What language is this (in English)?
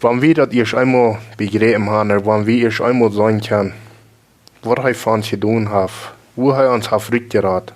Plautdietsch